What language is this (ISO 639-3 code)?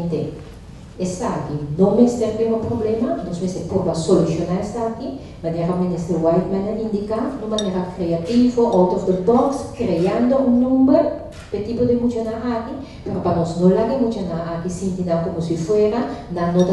pap